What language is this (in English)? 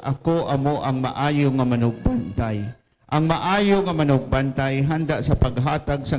Hiligaynon